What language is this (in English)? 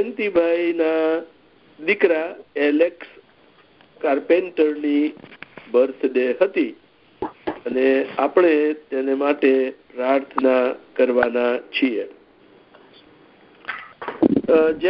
Gujarati